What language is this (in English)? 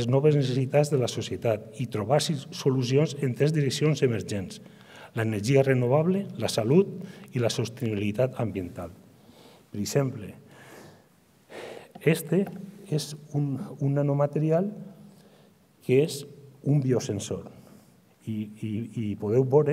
Catalan